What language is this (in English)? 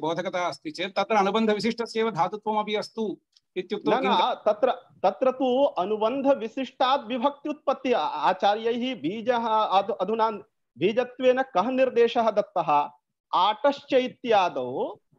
Sanskrit